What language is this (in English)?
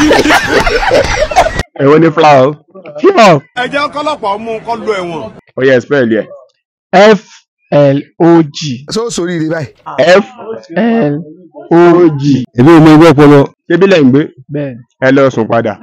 Yoruba